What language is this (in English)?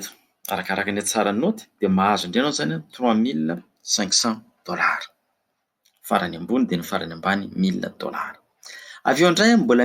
Malagasy